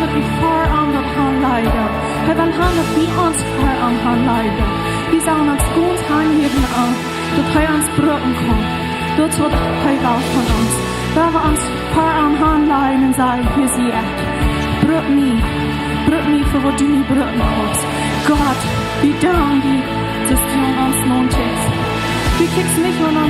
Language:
Plautdietsch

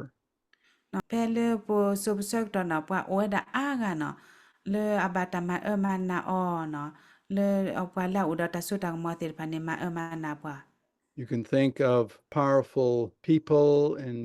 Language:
S'gaw Karen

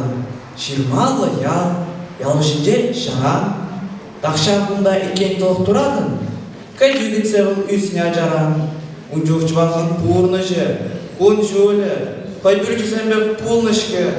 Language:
Chuvash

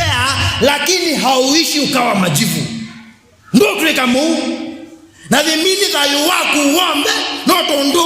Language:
Kamba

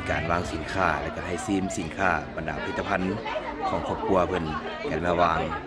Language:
Lao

